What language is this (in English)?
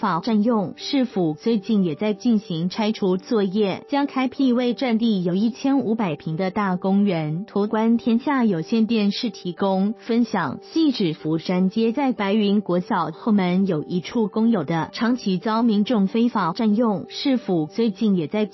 Chinese